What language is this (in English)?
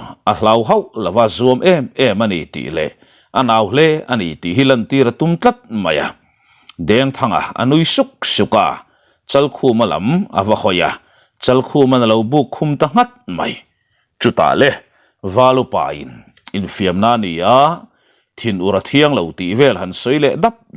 Mizo